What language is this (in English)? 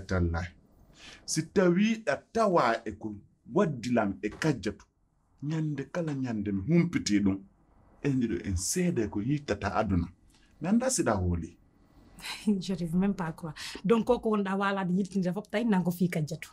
Fula